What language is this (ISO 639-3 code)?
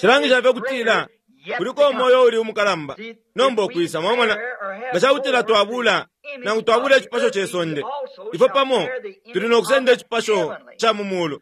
bem